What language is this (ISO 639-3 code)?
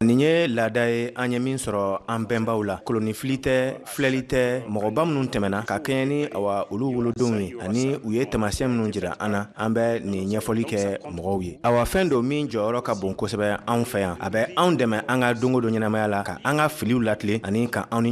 bam